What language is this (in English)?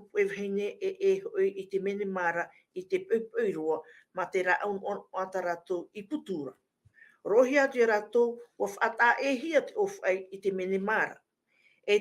Tahitian